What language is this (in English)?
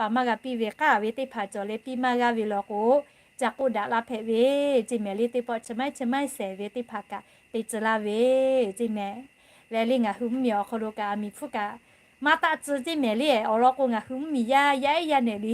Lahu